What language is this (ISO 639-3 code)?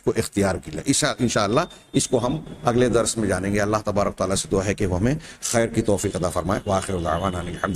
urd